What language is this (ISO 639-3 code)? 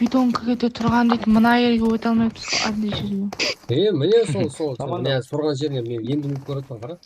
kaa